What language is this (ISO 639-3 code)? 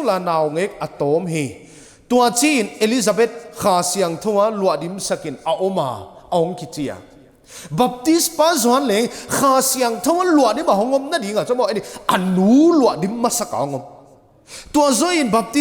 pck